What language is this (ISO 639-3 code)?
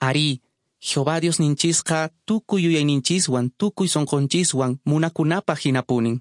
que